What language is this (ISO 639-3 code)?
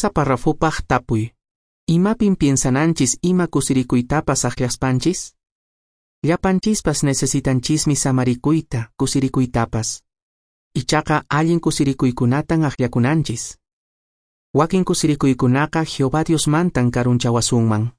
que